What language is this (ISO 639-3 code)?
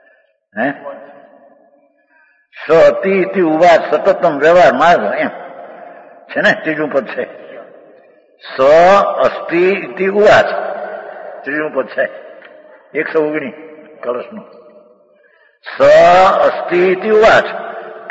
guj